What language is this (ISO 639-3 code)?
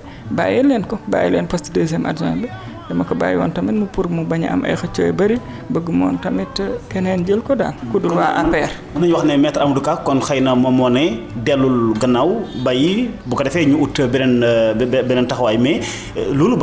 wol